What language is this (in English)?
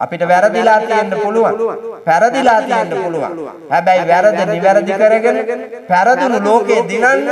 Sinhala